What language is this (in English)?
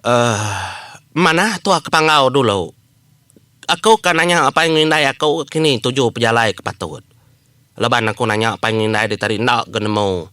Iban